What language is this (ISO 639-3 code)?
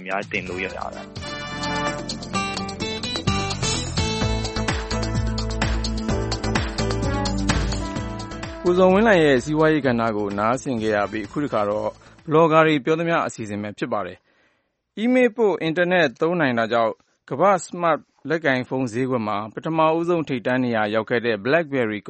mya